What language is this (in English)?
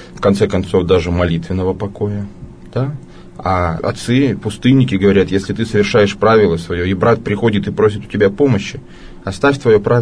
Russian